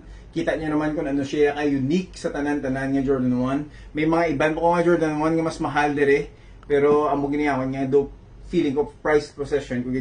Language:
Hiligaynon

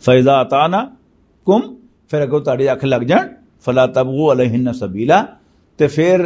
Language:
Western Panjabi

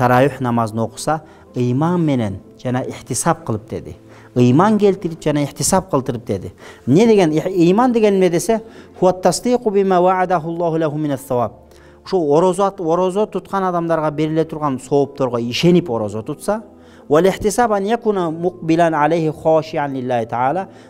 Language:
Kyrgyz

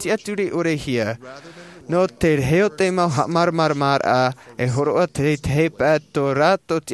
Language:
Tahitian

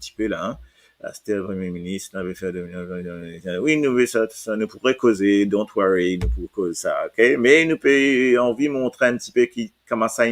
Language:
Morisyen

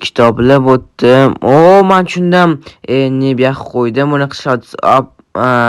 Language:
Uzbek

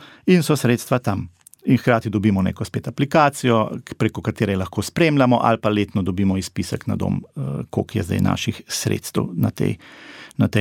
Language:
Slovenian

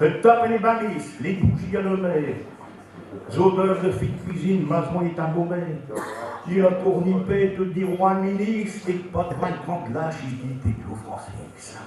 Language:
Picard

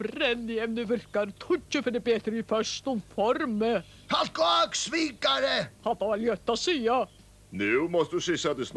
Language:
Faroese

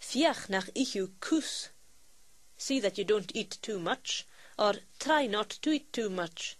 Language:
Scottish Gaelic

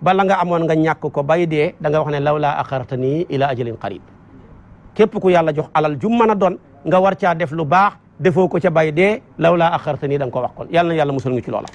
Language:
Wolof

